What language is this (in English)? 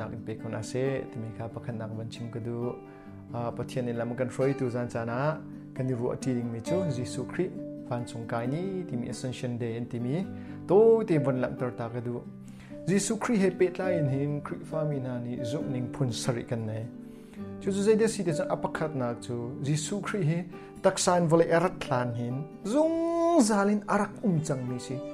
Hakha Chin